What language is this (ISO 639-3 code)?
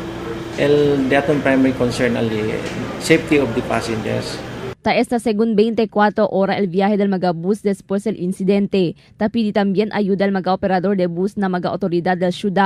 cbk